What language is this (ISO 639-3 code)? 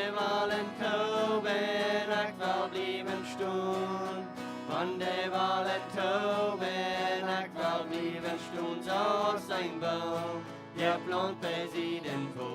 pdt